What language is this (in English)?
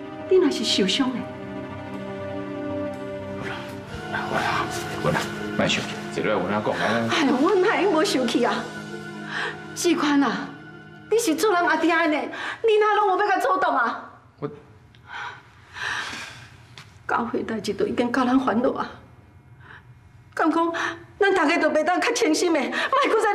Min Nan Chinese